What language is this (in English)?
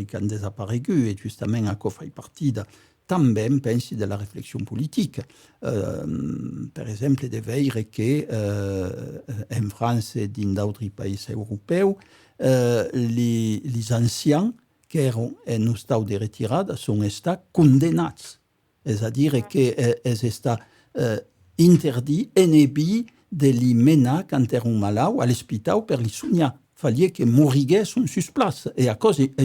Occitan